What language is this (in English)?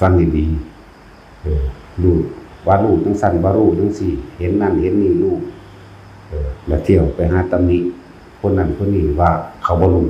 Northeastern Thai